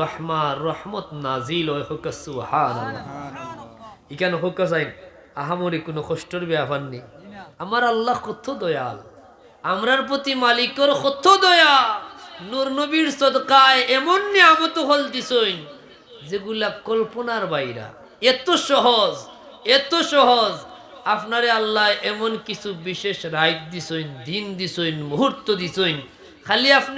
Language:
Sylheti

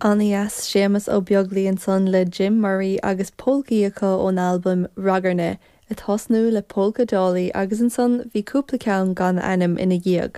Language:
Irish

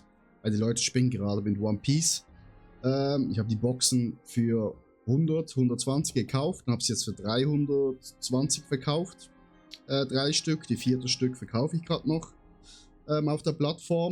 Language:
Swiss German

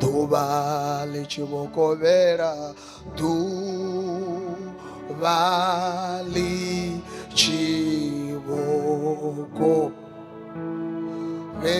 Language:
Venda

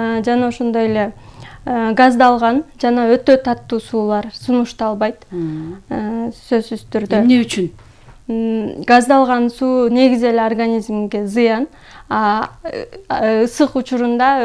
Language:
Kyrgyz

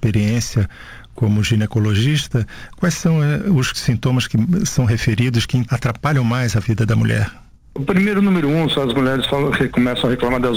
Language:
Portuguese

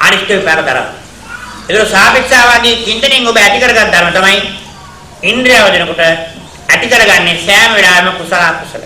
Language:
Sinhala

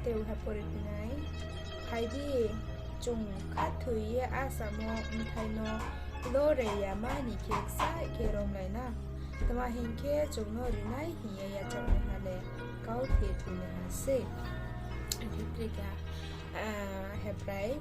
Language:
Riang (India)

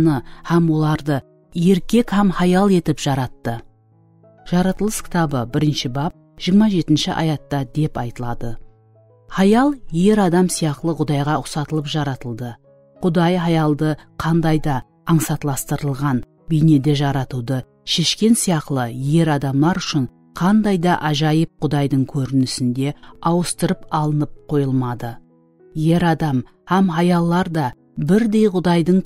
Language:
Kara-Kalpak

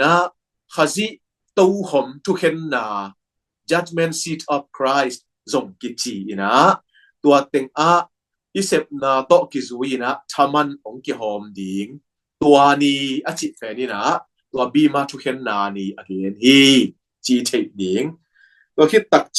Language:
Tedim Chin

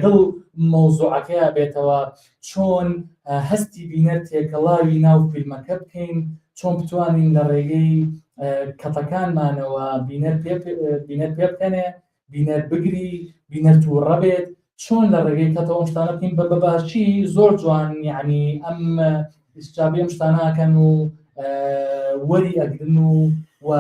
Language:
Central Kurdish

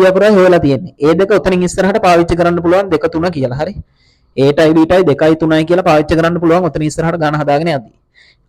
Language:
Sinhala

